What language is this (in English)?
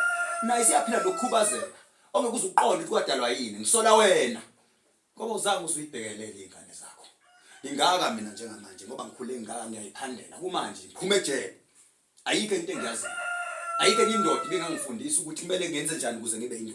Zulu